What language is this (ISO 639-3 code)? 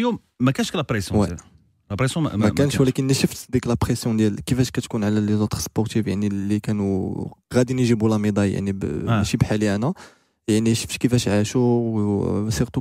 ary